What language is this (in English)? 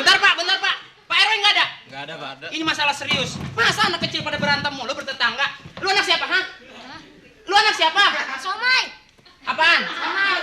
Betawi